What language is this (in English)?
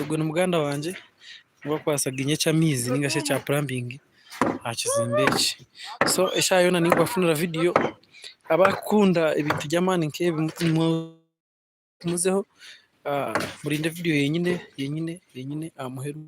Nyankole